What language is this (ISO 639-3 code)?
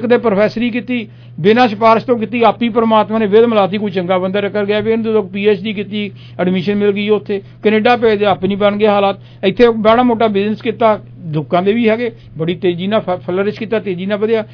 pan